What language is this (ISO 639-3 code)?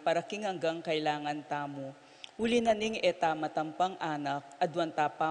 pam